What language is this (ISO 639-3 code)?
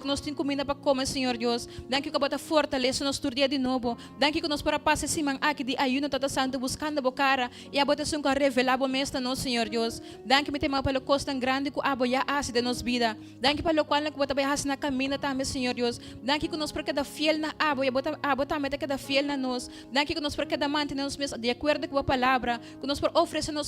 pap